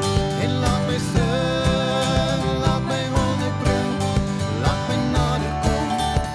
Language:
Afrikaans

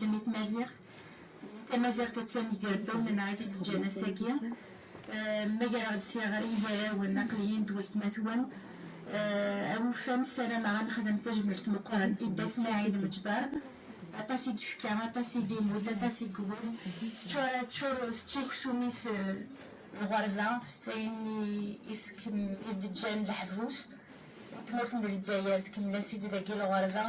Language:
Kabyle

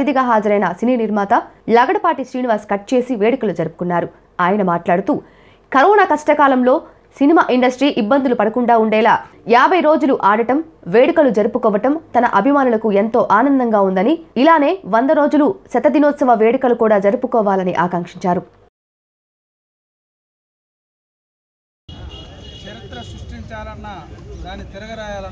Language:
Telugu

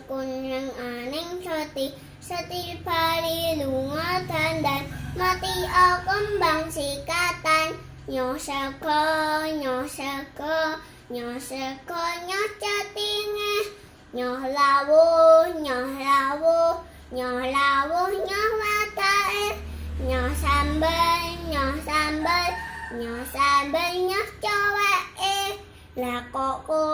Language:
Javanese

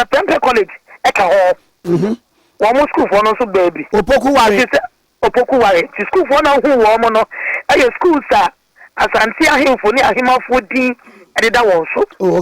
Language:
Akan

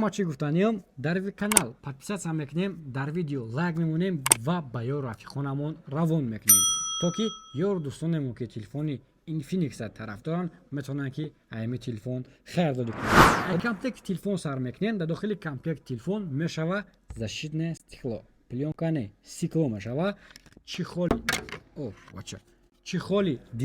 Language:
Tajik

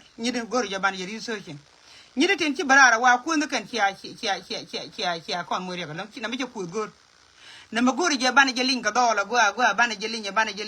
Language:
Nuer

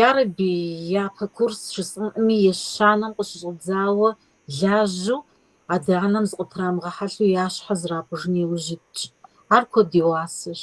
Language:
Kabardian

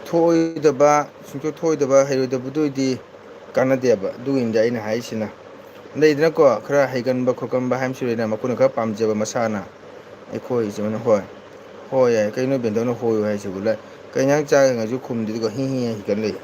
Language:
Manipuri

